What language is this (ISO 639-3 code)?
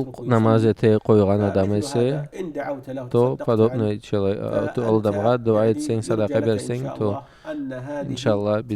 krc